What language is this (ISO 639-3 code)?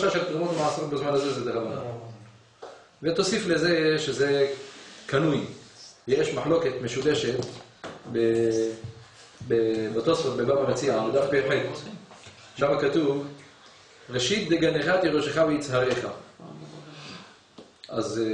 heb